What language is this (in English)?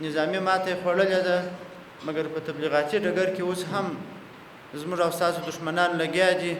Pashto